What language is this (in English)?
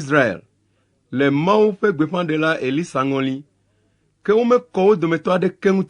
Ewe